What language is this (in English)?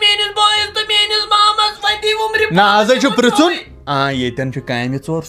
Kashmiri